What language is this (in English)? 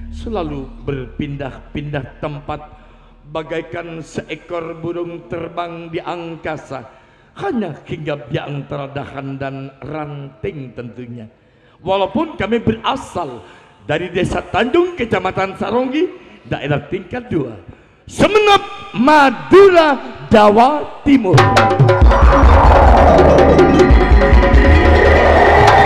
Indonesian